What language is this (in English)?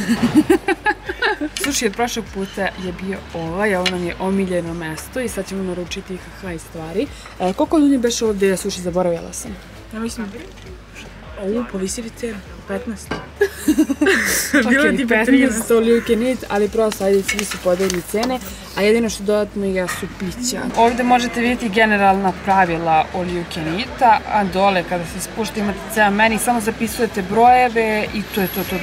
Serbian